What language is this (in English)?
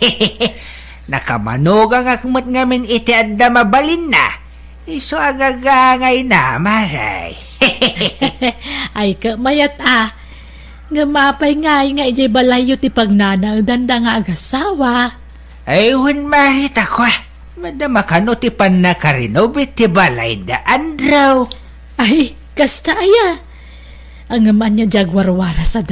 Iloko